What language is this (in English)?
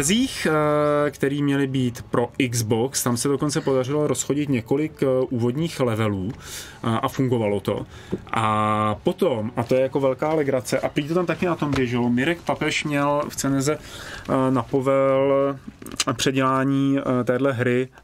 Czech